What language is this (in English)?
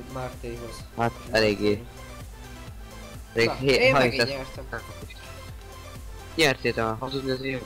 Hungarian